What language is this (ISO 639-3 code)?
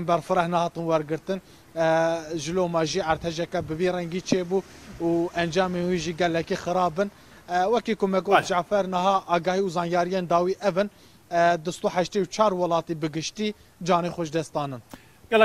kur